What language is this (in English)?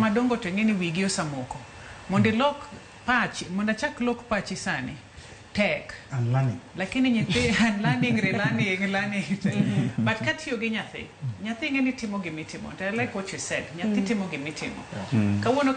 Luo (Kenya and Tanzania)